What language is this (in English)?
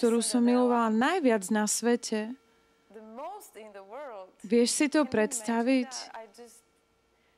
Slovak